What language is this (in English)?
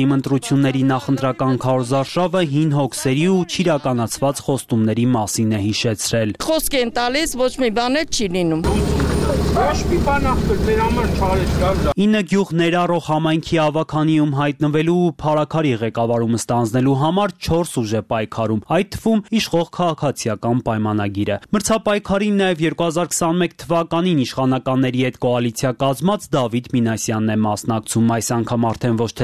Armenian